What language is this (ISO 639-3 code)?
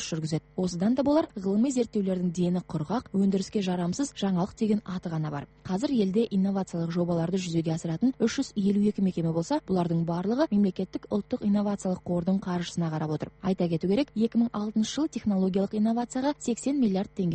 kaz